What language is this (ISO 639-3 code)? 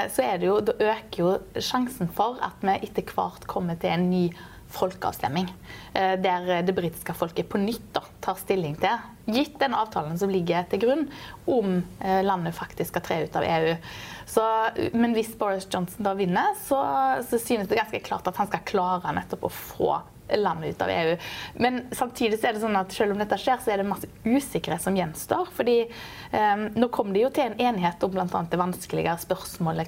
nor